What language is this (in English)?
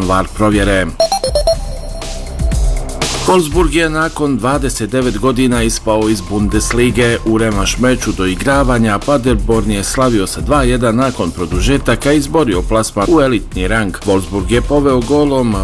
Bosnian